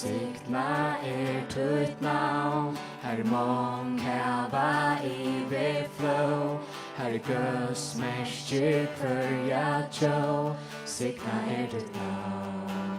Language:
Faroese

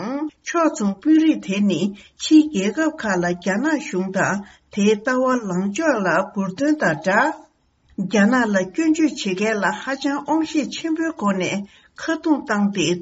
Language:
Tibetan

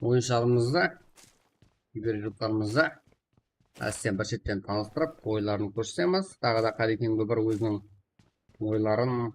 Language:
Kara-Kalpak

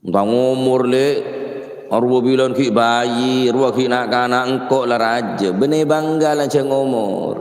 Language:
Madurese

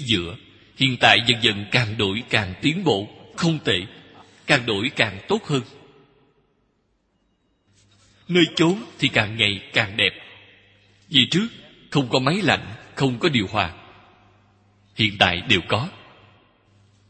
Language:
Vietnamese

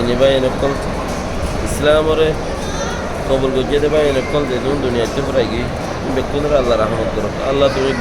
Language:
Rohingya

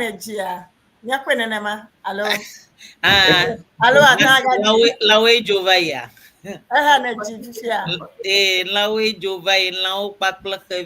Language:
Ewe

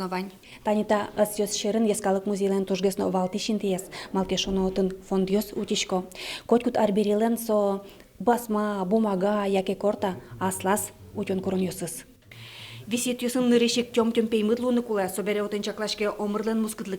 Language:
Udmurt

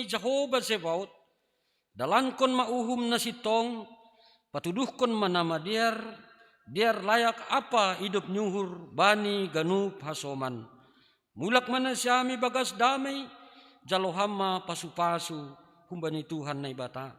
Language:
Batak Simalungun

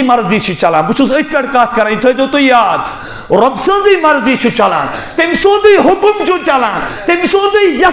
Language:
Kashmiri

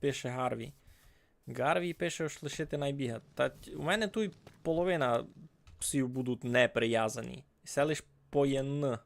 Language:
Rusyn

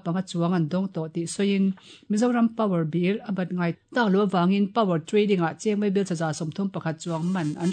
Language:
Mizo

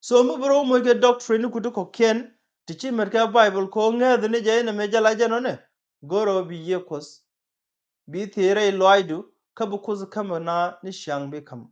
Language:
Nuer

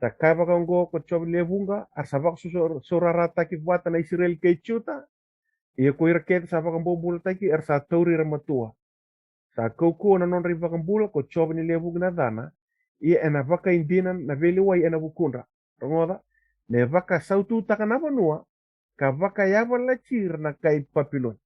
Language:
Fijian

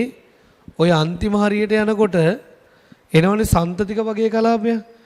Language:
Sinhala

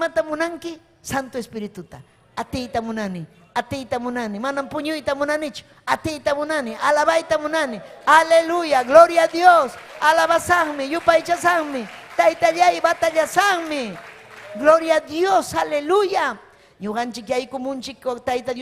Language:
Ayacucho Quechua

